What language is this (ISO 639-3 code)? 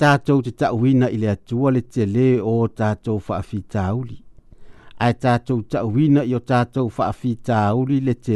smo